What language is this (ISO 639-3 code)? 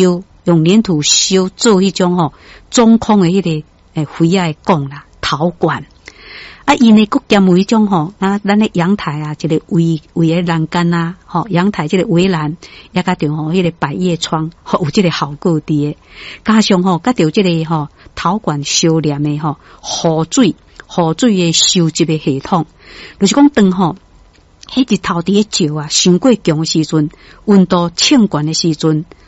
nan